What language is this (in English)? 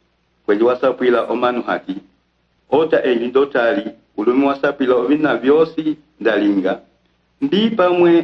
Umbundu